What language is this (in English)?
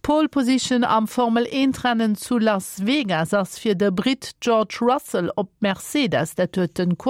Luxembourgish